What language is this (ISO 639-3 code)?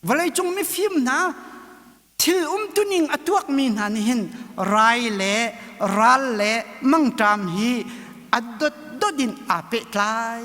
cnh